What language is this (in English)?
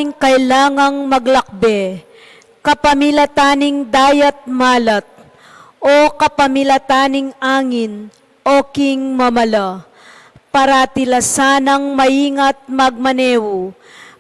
Pampanga